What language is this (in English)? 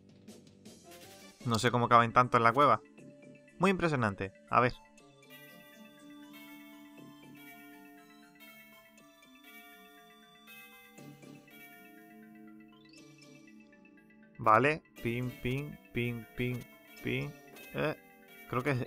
Spanish